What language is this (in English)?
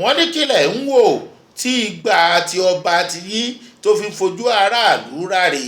Yoruba